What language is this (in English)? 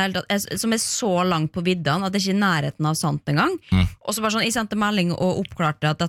Norwegian